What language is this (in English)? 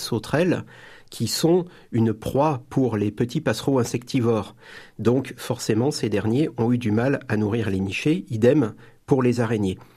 French